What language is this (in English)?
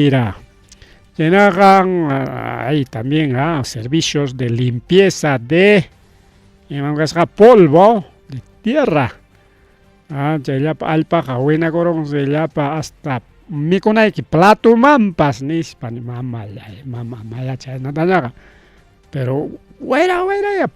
Ayacucho Quechua